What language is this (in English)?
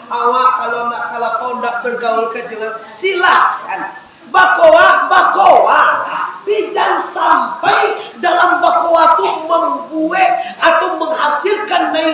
Minangkabau